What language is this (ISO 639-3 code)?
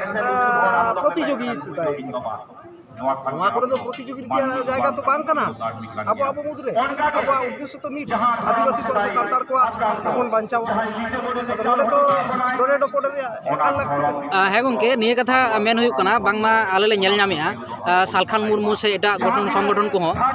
sat